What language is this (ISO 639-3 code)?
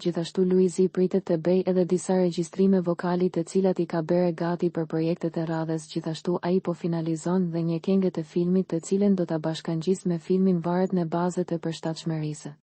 sqi